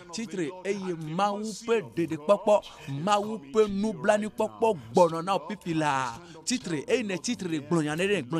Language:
Ewe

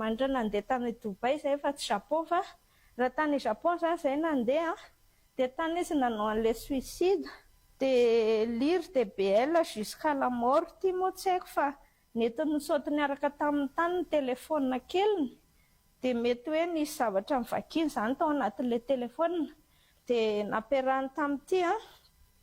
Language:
Malagasy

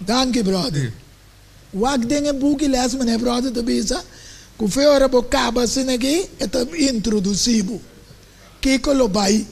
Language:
Papiamento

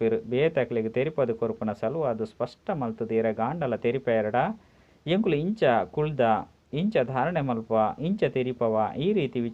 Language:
Tulu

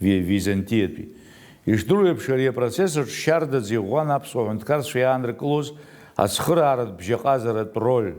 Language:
Abkhazian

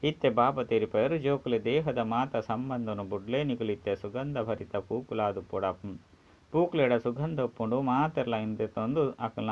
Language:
Tulu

